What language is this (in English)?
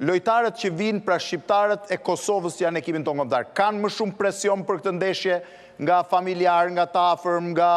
Albanian